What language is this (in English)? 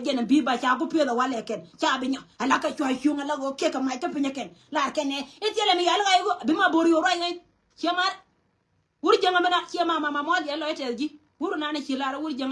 Nuer